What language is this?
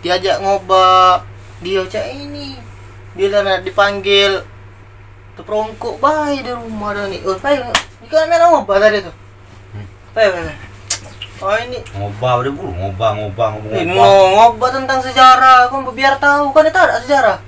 Musi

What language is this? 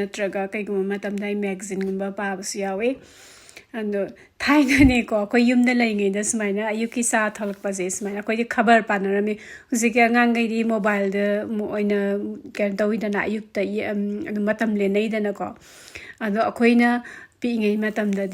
Manipuri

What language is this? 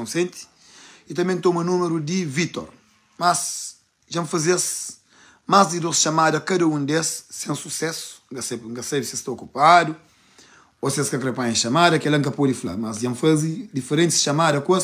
Kabuverdianu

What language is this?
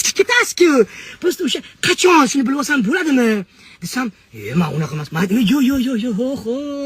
Uzbek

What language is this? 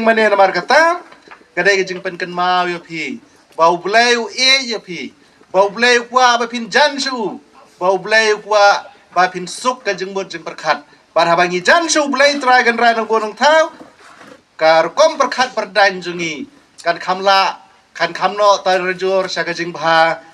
Khasi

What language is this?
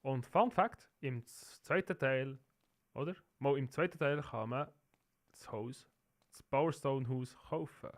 Swiss German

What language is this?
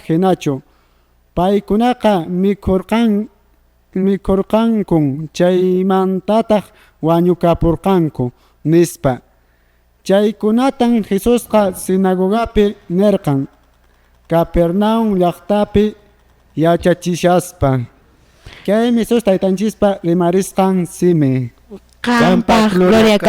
Quechua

